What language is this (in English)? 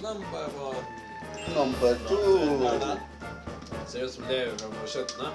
Faroese